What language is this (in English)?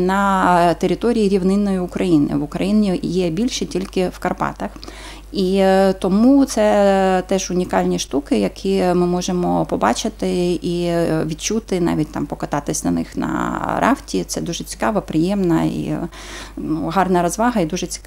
Ukrainian